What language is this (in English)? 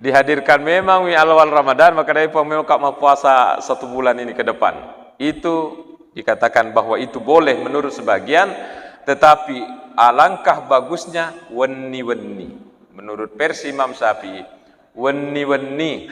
Buginese